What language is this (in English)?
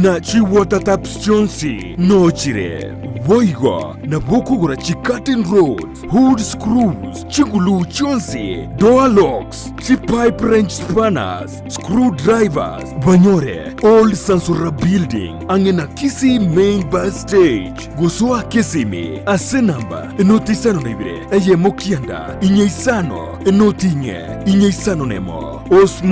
Gusii